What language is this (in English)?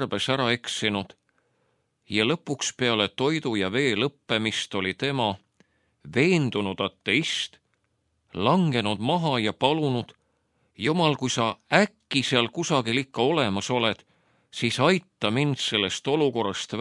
Estonian